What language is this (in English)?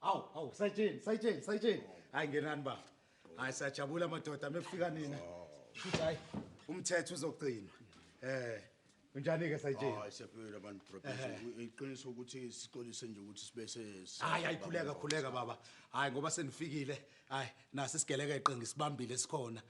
Zulu